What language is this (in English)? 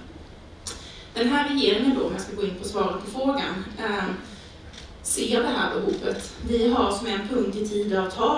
Swedish